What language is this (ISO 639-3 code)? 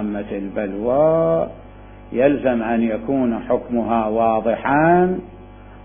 acm